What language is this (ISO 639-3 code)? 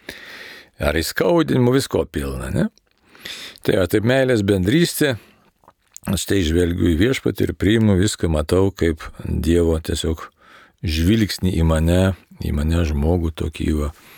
lit